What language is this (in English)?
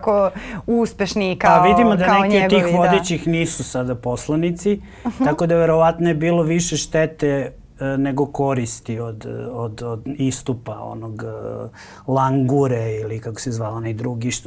Serbian